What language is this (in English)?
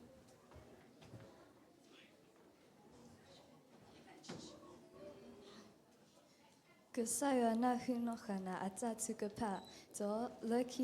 S'gaw Karen